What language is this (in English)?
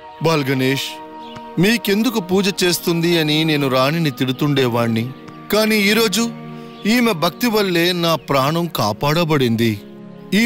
Telugu